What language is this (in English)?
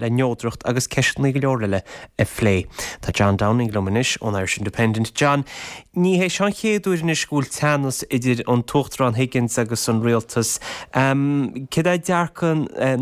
Irish